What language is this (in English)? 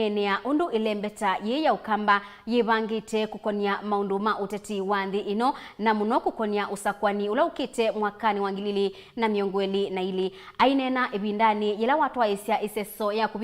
Kamba